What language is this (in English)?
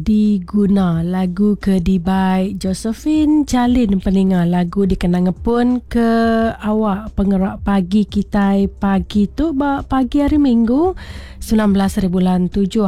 Iban